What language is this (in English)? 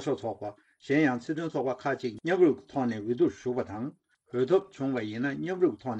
Tibetan